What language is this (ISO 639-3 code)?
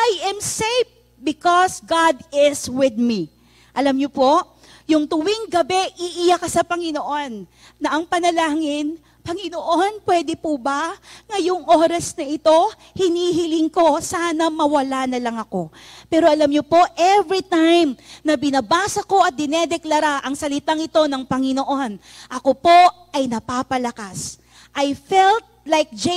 fil